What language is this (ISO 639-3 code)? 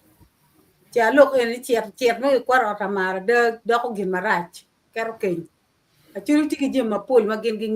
ach